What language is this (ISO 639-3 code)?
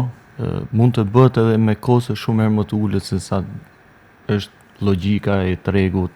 sqi